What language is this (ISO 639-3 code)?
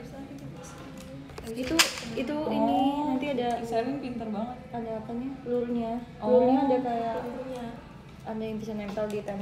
ind